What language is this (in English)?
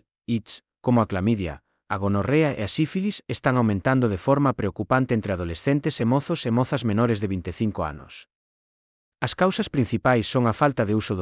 Galician